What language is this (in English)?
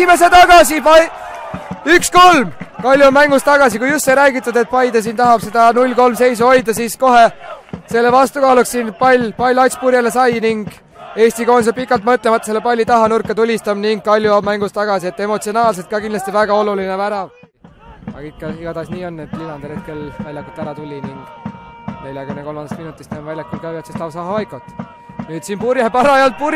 Estonian